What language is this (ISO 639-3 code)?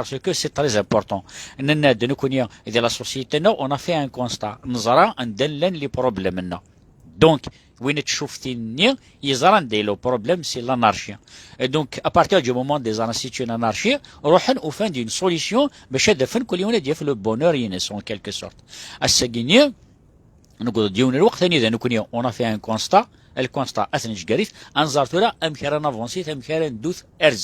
kab